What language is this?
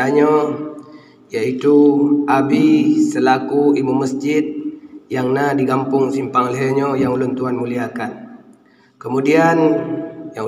Achinese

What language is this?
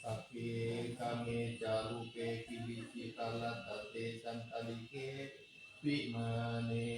Pali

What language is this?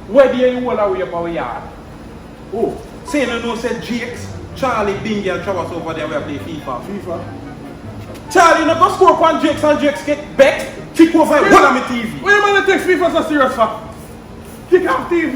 Jamaican Creole English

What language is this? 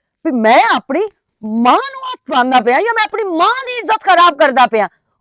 Western Panjabi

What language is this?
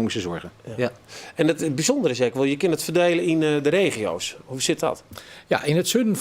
Western Frisian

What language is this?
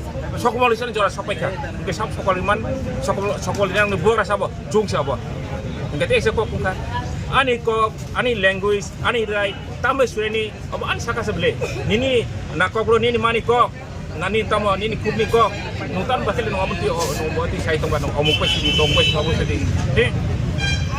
Kok Borok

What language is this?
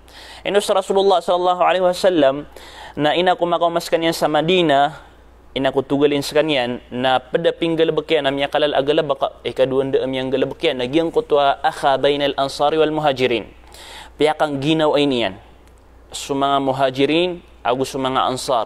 Maranao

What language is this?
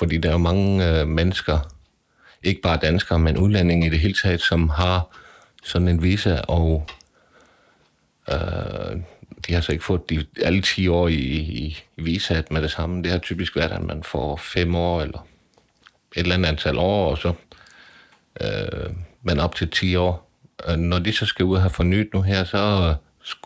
Danish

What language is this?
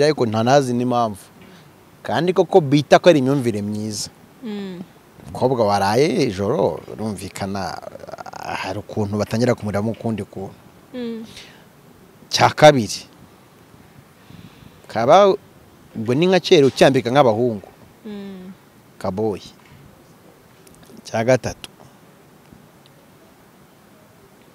Kinyarwanda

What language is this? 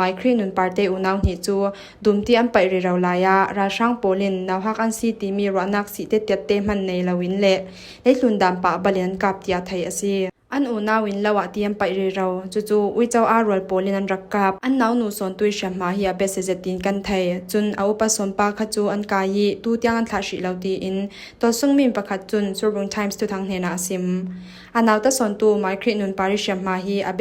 Falam Chin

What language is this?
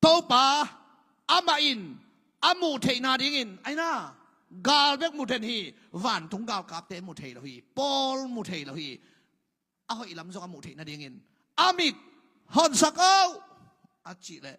Tedim Chin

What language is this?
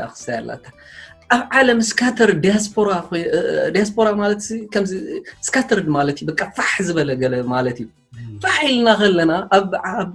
Tigrinya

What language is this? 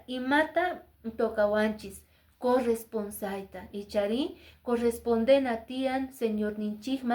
Quechua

